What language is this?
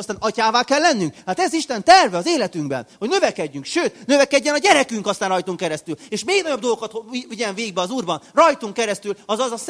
Hungarian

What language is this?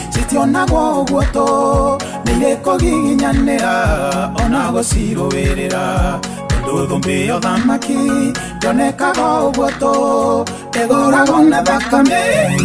Kikuyu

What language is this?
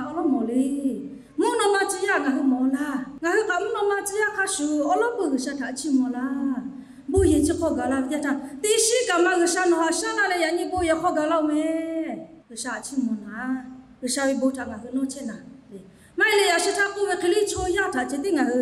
Lahu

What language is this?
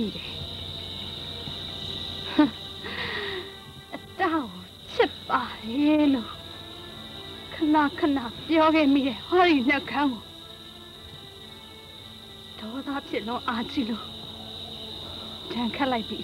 Burmese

